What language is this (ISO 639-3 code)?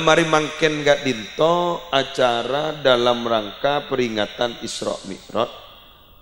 mad